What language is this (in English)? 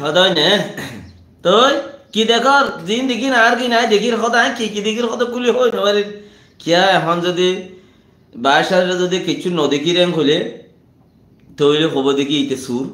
Rohingya